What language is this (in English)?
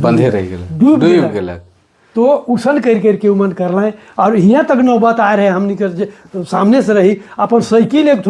Sadri